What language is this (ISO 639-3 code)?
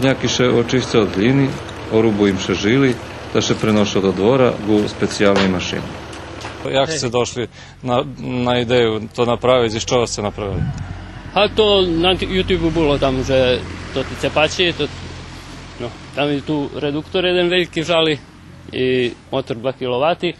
rue